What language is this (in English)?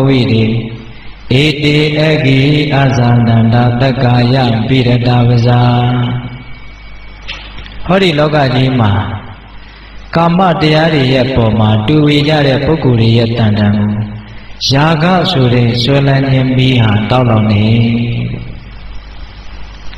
Burmese